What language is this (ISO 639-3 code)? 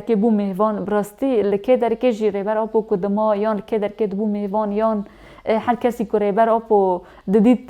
kur